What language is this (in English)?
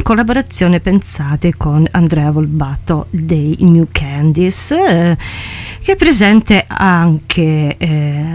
Italian